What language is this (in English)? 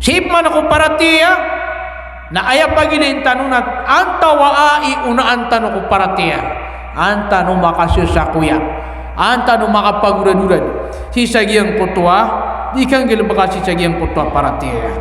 Maranao